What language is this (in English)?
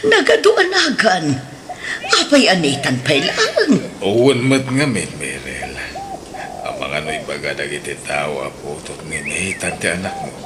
Iloko